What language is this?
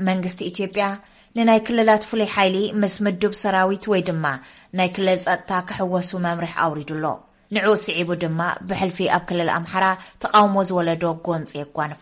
Tigrinya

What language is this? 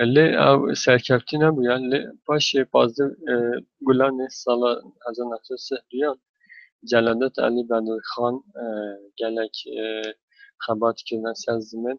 Kurdish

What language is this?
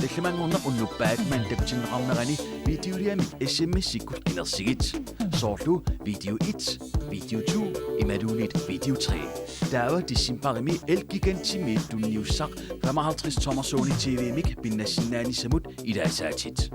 Kalaallisut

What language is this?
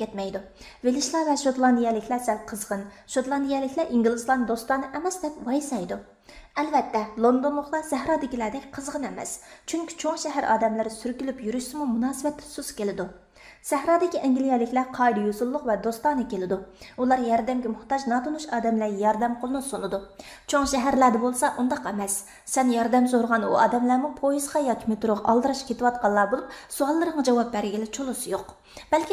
Uyghur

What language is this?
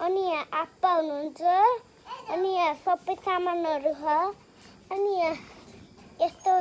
Nepali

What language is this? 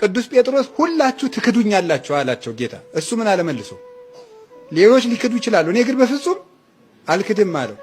Amharic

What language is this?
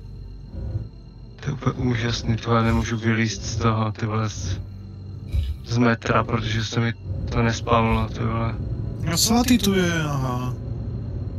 Czech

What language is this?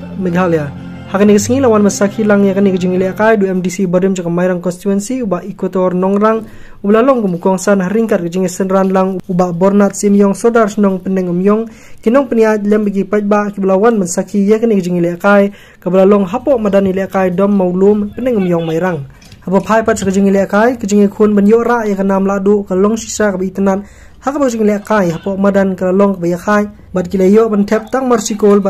Khasi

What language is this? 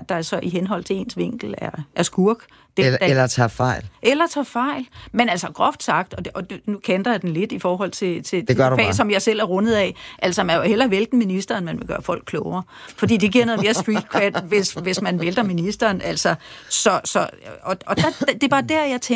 Danish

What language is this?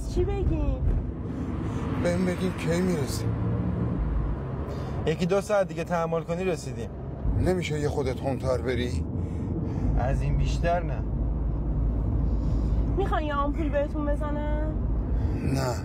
Persian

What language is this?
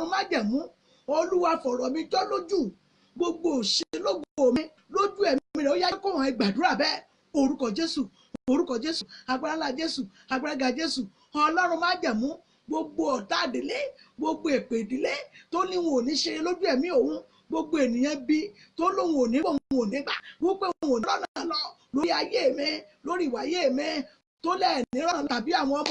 Yoruba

